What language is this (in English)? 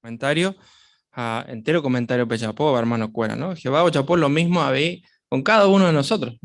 Guarani